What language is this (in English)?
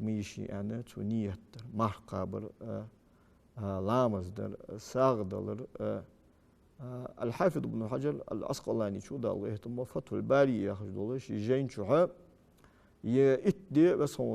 Ingush